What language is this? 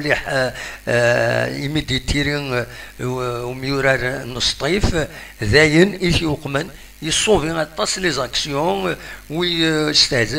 Kabyle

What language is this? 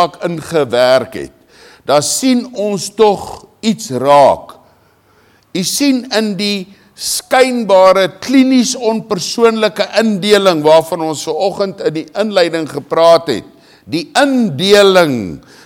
Afrikaans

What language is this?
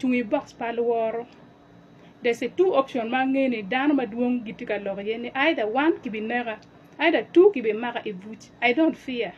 Acoli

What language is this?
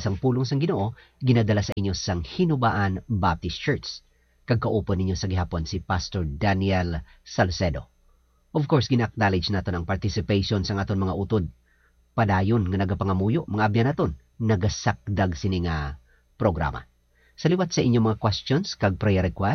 Hiligaynon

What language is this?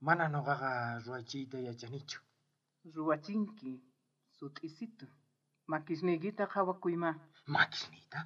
South Bolivian Quechua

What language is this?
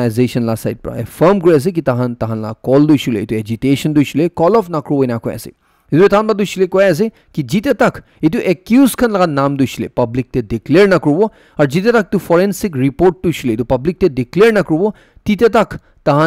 Naga Pidgin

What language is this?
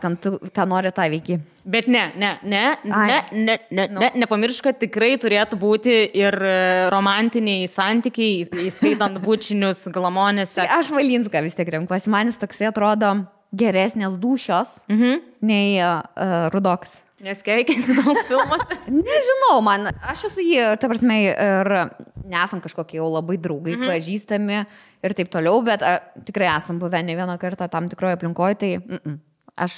Lithuanian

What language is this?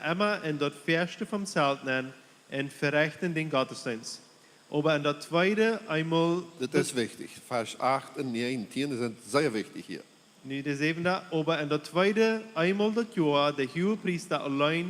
Plautdietsch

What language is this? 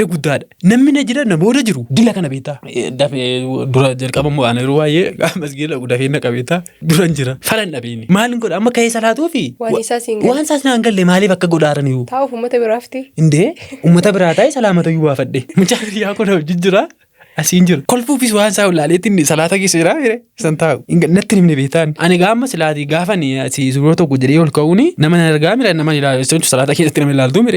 Oromo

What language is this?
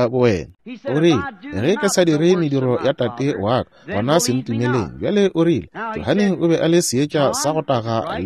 Northern Sotho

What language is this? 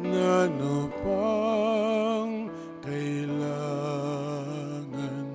Pampanga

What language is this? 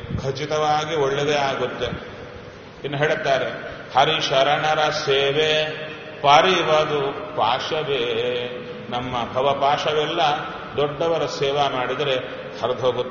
Kannada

